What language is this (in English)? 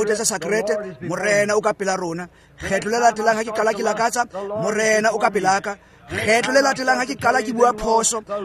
Tswana